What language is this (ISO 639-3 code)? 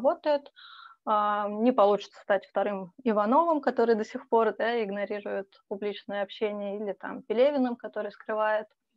rus